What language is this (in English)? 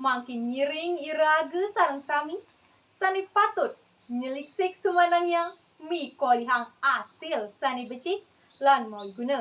Balinese